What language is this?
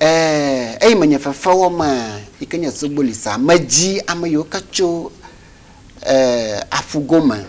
Ewe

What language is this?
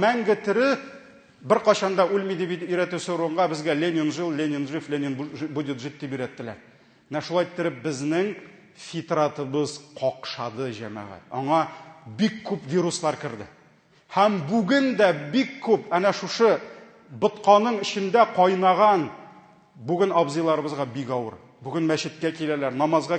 Tatar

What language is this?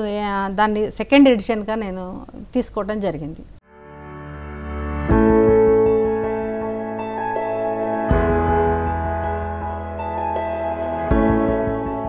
Telugu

